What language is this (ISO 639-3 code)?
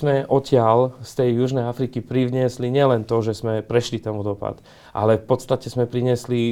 slk